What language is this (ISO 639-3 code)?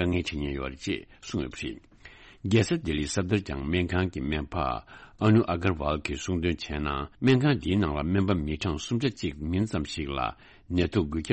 bod